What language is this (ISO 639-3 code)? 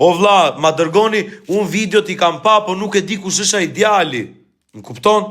sqi